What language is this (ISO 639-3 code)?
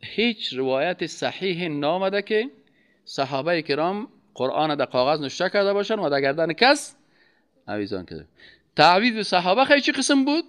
fas